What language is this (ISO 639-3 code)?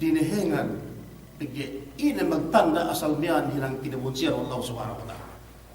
yka